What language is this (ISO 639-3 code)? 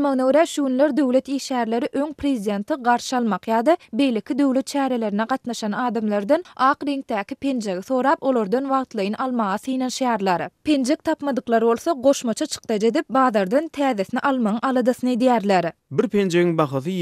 tuk